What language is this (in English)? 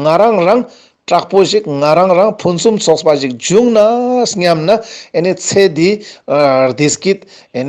Ladakhi